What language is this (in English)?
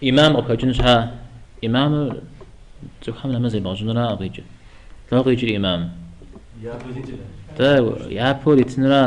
Kabardian